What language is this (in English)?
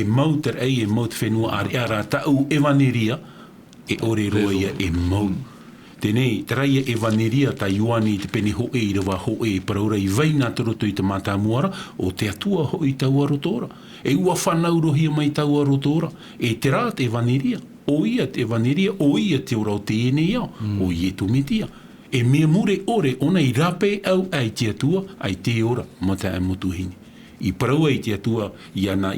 Tahitian